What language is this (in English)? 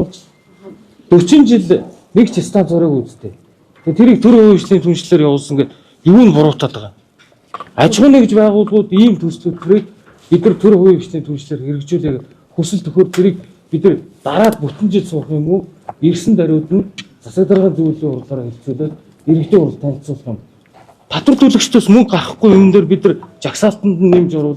Mongolian